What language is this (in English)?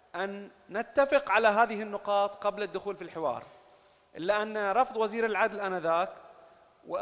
Arabic